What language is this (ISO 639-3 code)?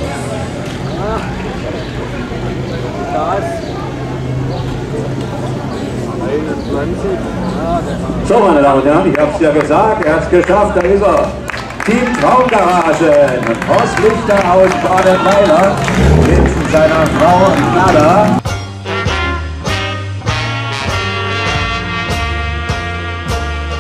deu